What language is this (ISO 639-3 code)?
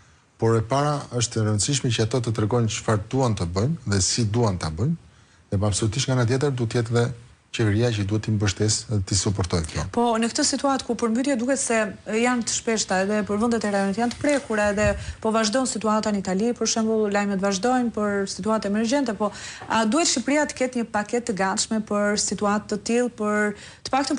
sqi